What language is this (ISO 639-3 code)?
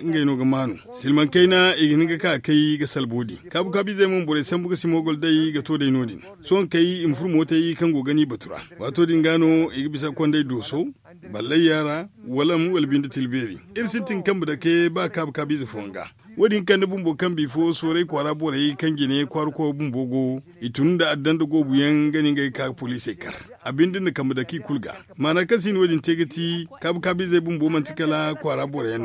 dje